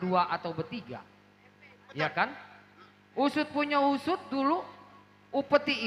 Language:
Betawi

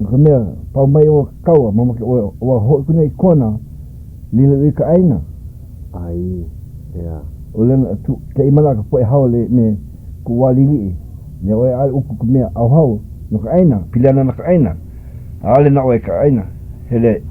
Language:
Hawaiian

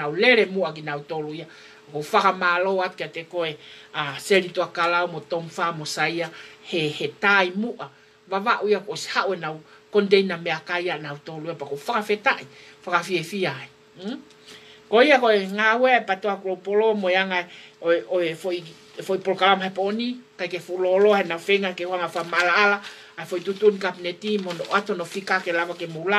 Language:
Tongan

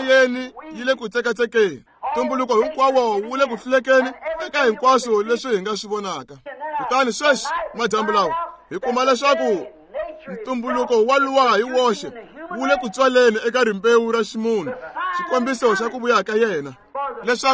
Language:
Tsonga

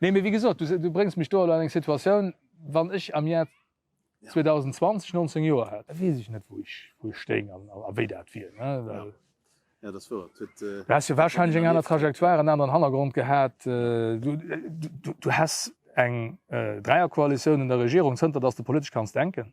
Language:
Luxembourgish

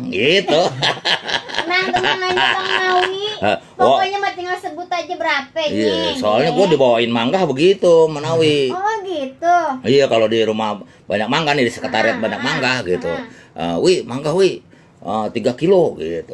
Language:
Betawi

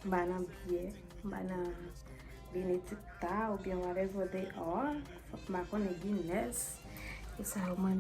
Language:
Haitian Creole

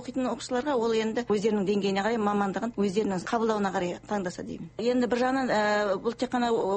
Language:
Kazakh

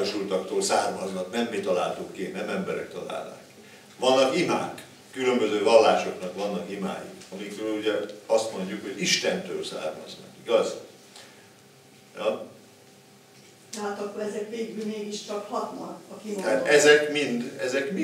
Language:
Hungarian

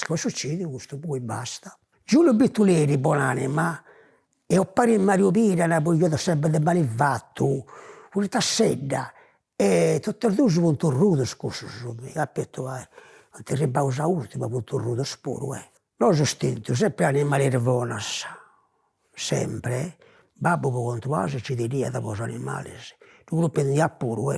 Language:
Sardinian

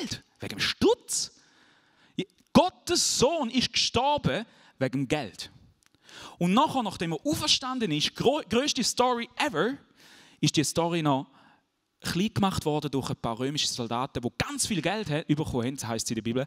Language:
Swiss German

